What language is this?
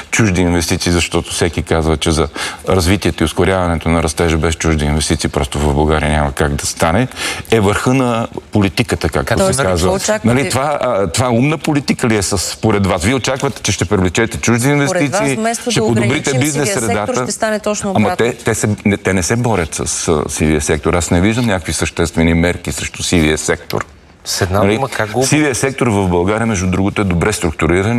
Bulgarian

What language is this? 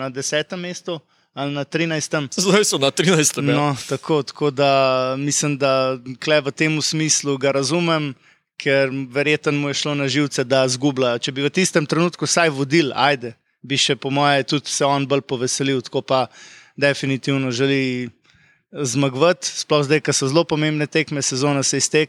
Slovenian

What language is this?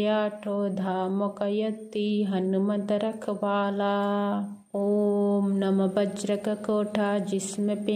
Sanskrit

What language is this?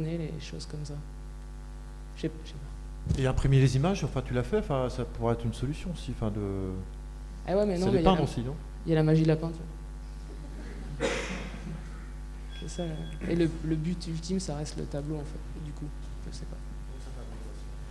French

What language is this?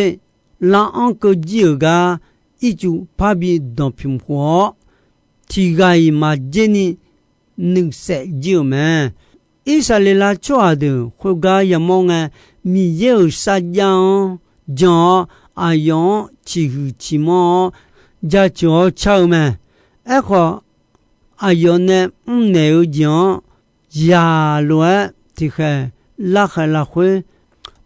Akha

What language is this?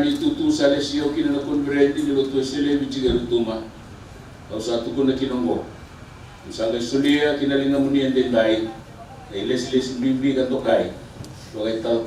Fijian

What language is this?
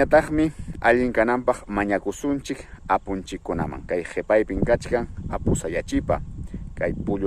Ayacucho Quechua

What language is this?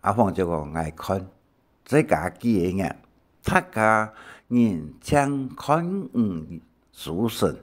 Hakka Chinese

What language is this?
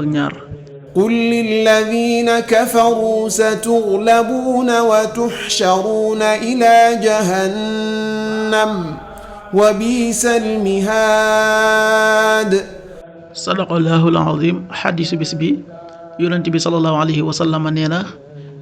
Wolof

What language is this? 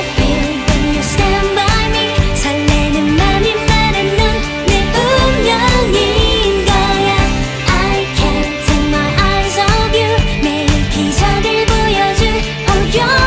Korean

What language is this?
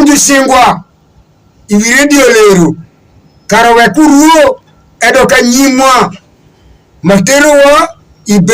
Alur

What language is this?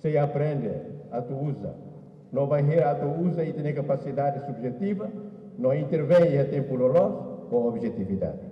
Tetum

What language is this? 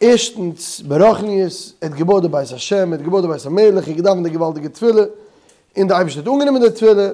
Yiddish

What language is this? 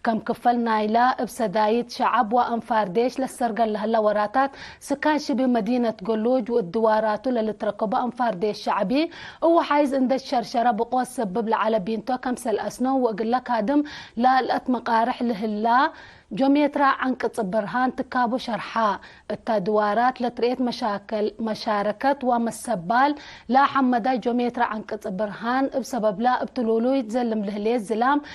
Tigre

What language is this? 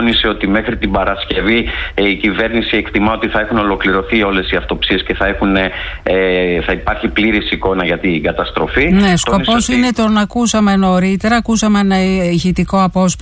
Greek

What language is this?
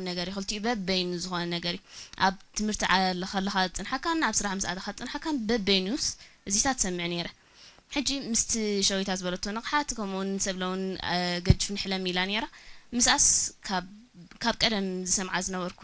Tigrinya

